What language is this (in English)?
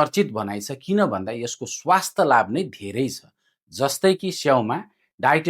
Nepali